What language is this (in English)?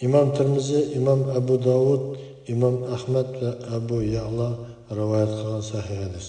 Uyghur